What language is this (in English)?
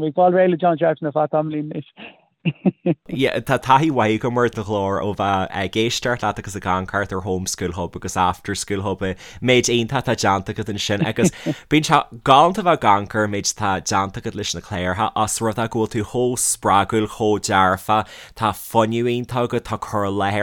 Irish